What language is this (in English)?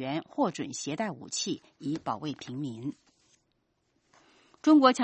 Chinese